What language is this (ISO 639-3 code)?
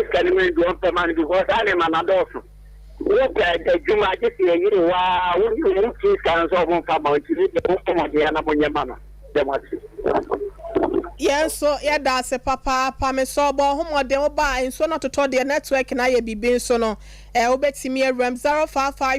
aka